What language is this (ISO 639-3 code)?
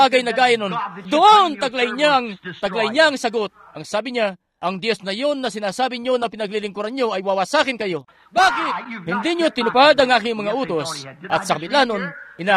fil